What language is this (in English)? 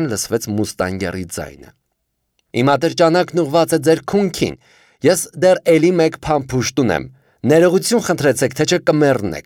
Armenian